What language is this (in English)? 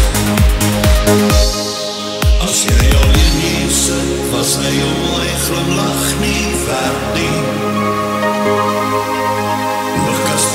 Afrikaans